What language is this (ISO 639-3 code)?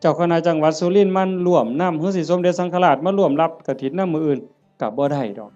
tts